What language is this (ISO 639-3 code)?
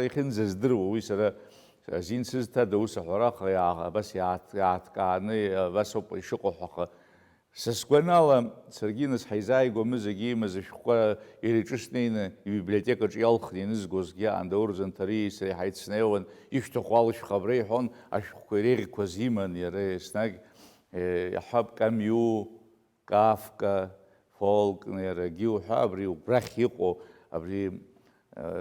abk